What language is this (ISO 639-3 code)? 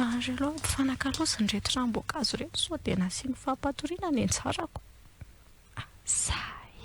mlg